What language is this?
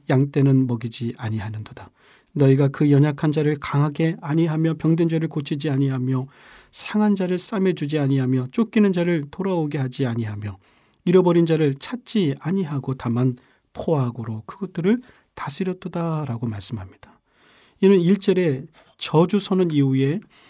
Korean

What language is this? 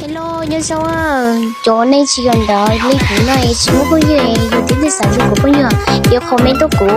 Hmong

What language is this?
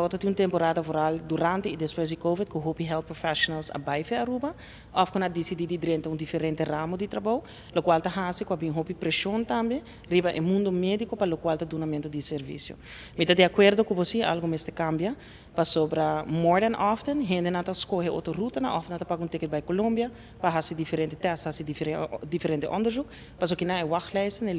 Papiamento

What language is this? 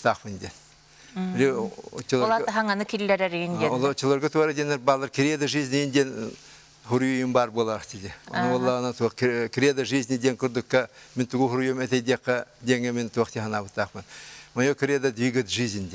Yakut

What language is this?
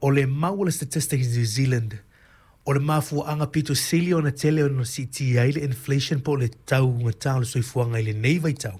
Samoan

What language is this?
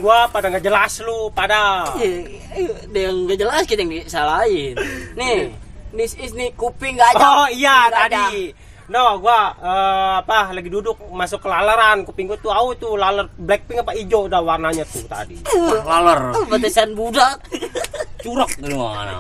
Betawi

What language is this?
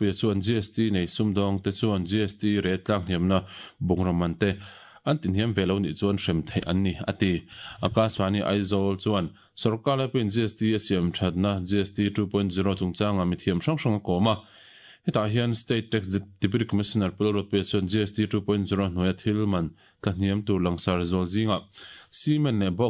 Mizo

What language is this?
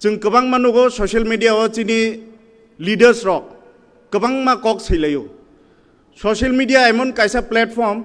Kok Borok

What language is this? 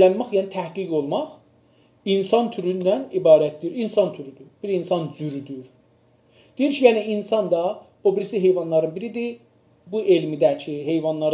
South Azerbaijani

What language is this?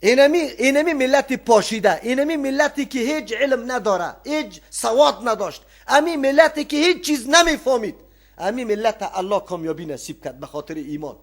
Persian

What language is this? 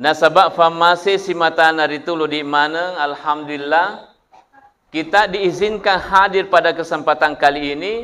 Buginese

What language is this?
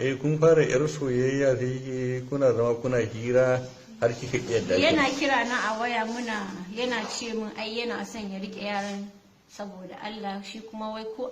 Hausa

